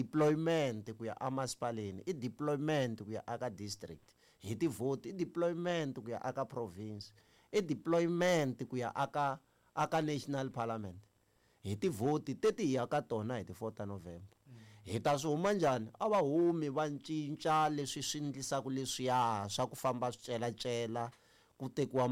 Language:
Tsonga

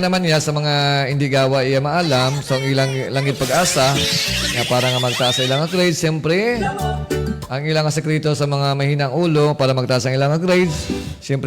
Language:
Hiligaynon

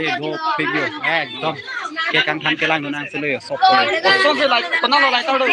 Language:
Karbi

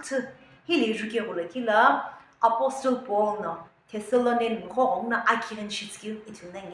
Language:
Sumi Naga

